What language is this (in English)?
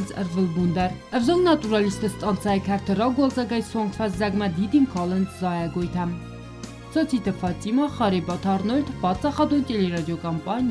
Ossetic